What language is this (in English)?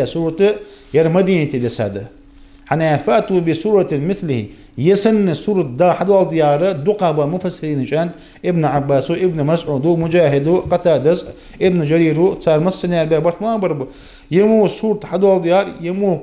Ingush